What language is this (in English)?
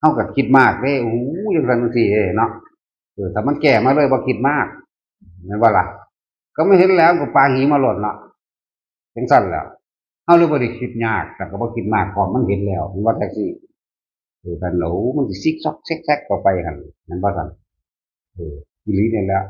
Northeastern Thai